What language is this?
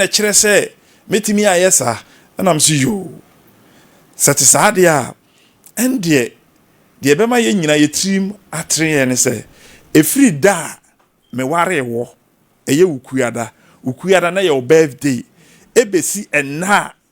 Akan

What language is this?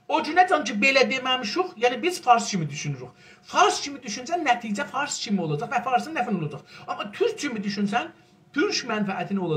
South Azerbaijani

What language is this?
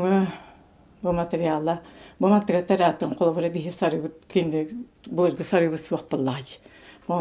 Yakut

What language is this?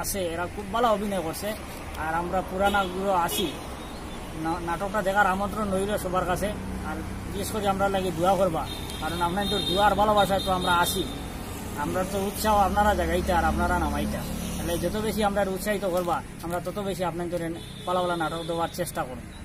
Sylheti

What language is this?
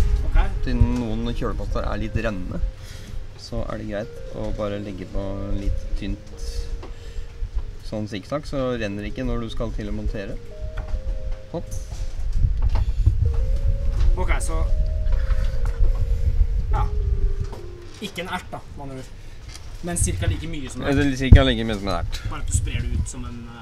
Norwegian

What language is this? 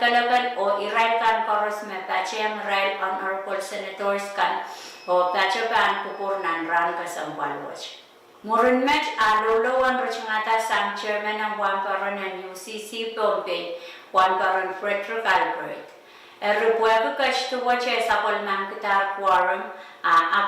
Pohnpeian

